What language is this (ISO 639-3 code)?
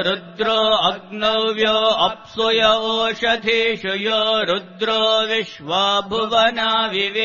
san